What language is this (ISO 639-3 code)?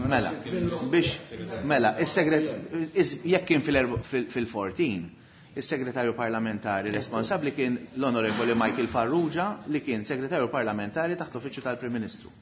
mlt